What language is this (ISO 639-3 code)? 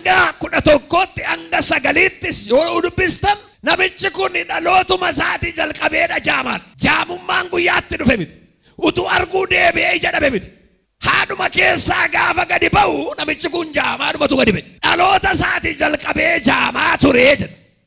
orm